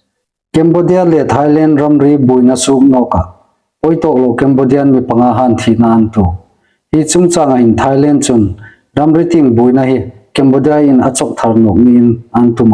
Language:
Hmar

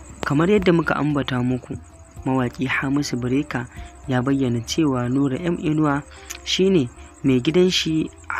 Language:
Hausa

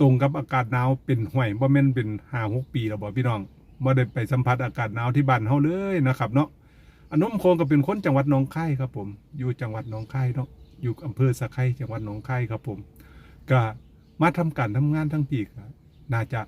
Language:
Northeastern Thai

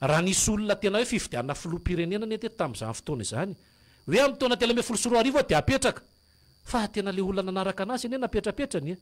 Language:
Malagasy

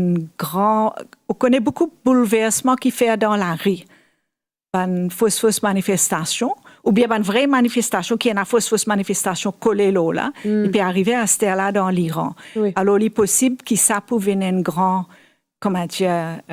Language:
Morisyen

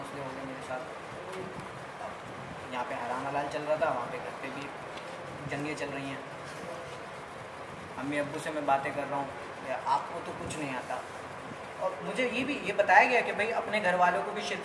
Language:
Urdu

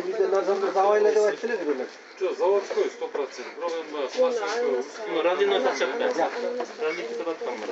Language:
Kyrgyz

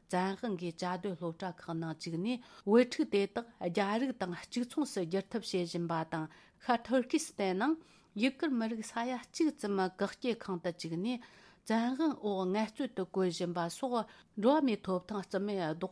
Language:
Tibetan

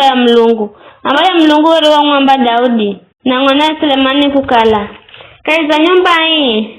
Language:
Giryama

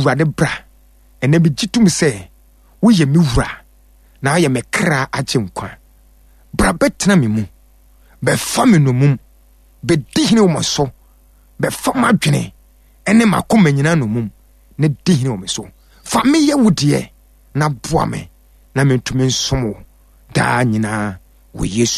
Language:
Akan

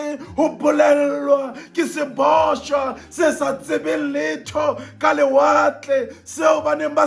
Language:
Southern Sotho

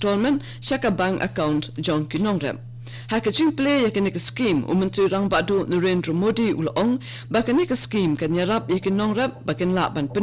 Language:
Khasi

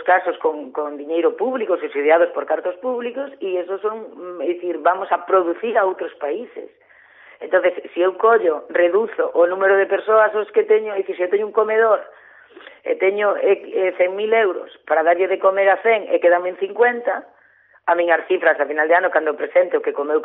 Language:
Galician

